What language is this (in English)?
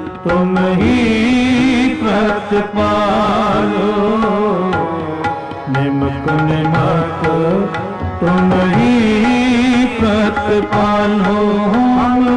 Punjabi